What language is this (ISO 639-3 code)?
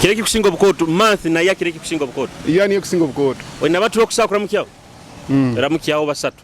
nyo